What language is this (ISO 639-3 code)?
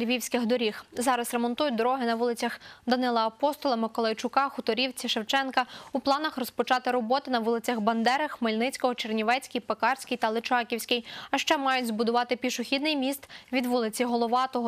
ukr